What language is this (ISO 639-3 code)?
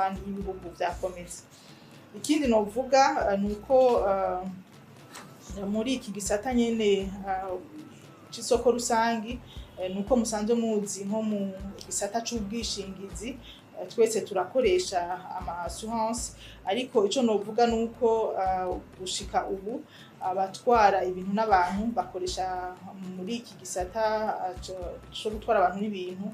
run